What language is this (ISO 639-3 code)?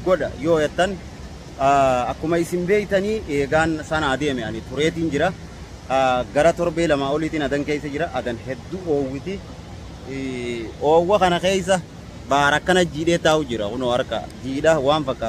orm